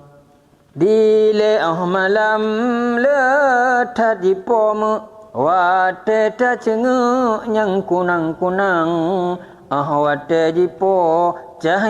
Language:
Achinese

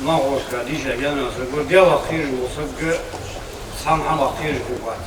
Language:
Ingush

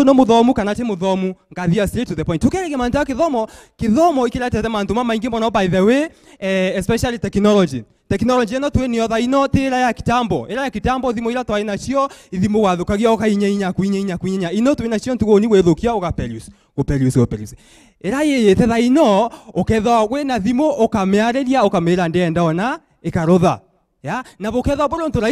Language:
Meru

